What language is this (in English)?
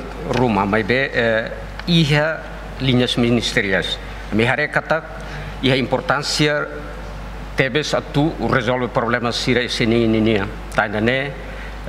Tetum